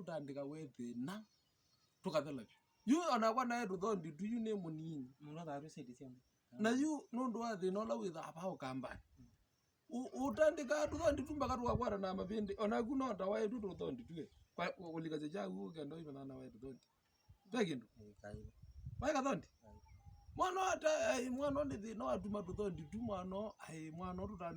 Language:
Kamba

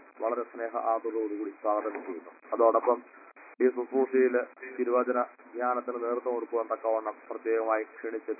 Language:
Malayalam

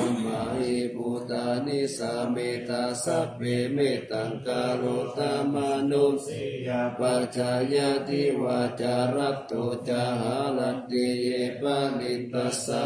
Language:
Pali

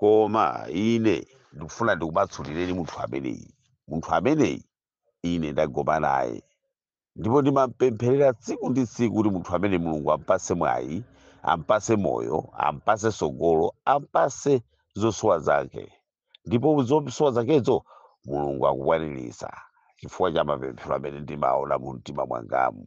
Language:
Nyanja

